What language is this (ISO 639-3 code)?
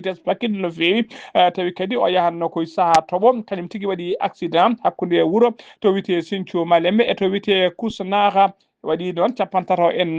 ful